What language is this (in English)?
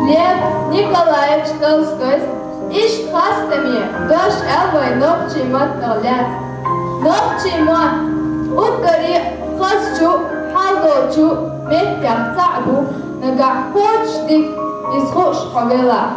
Chechen